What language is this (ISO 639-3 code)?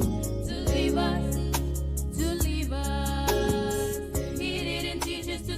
gil